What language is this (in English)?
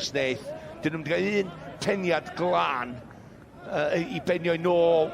Welsh